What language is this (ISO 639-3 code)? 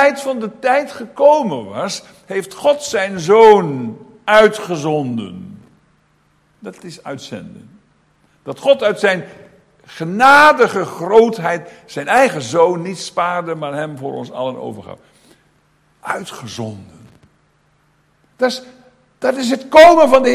nld